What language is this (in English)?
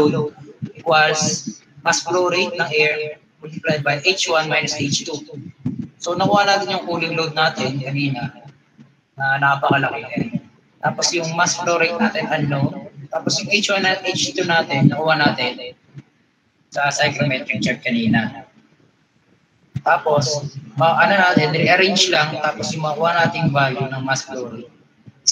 Filipino